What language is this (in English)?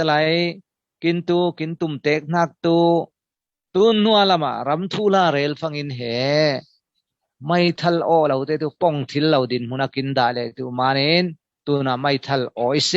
Falam Chin